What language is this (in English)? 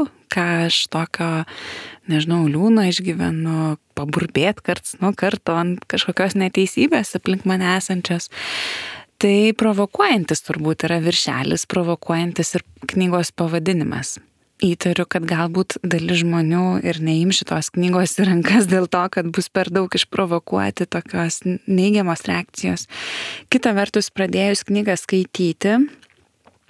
Lithuanian